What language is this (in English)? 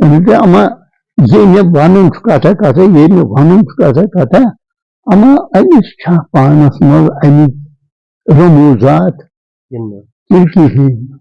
Kashmiri